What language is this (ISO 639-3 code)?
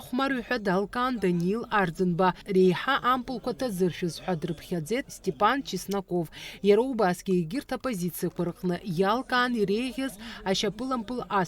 abk